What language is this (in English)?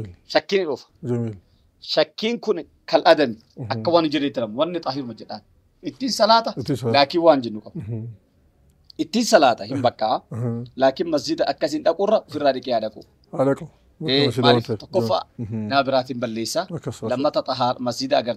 Oromo